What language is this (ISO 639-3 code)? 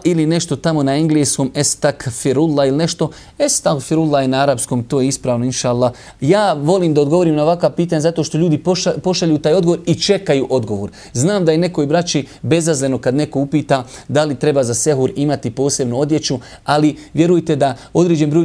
bos